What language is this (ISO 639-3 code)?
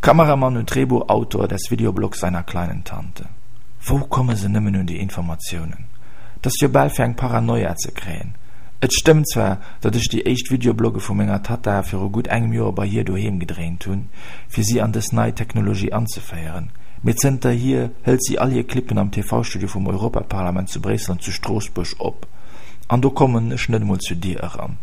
ltz